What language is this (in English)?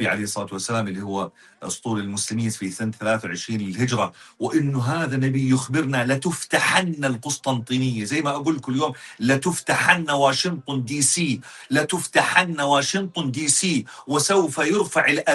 North Levantine Arabic